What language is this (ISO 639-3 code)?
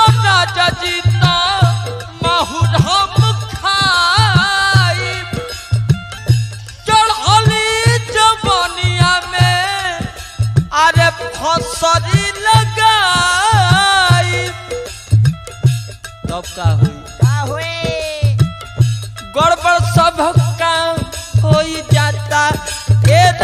bho